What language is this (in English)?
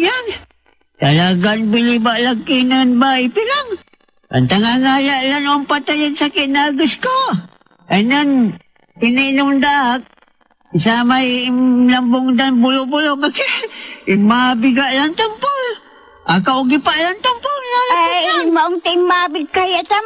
Pangasinan